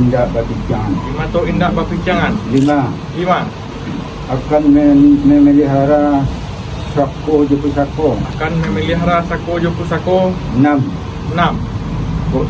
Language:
Minangkabau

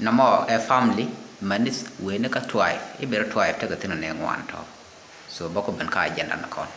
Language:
Nuer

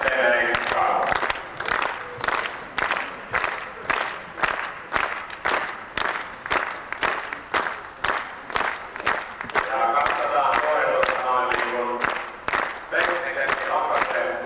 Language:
Finnish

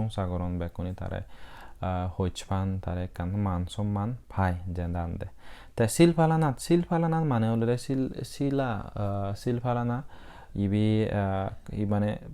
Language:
Chakma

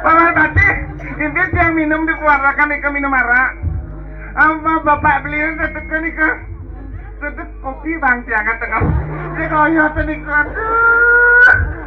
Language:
Balinese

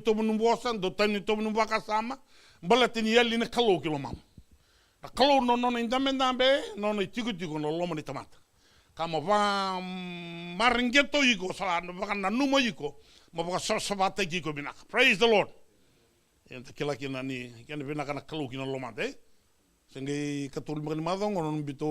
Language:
Fijian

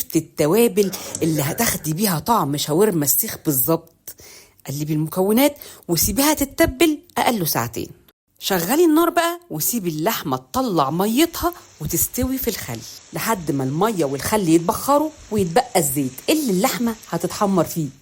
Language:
Egyptian Arabic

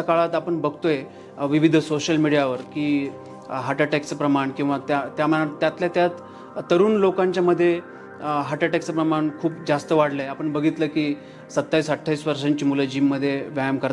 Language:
Marathi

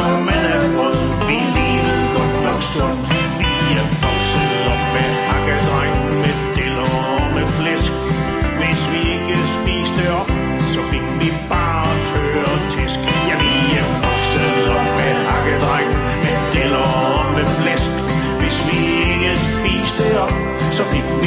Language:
Danish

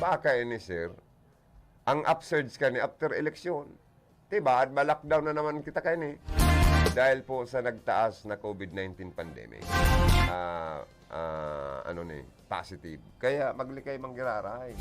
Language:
Bikol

